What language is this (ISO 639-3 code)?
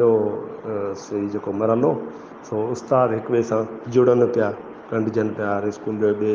snd